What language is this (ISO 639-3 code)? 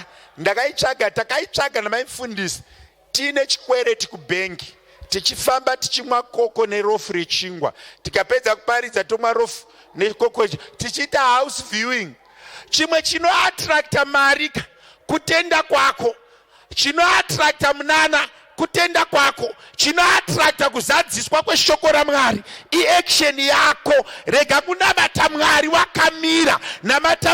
sna